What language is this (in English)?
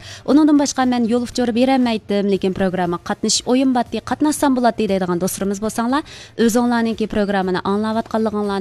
Uyghur